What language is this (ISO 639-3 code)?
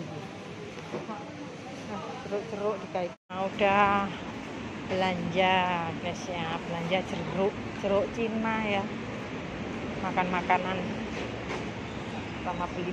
ind